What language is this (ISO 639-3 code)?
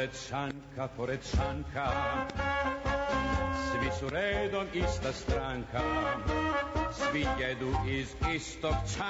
srp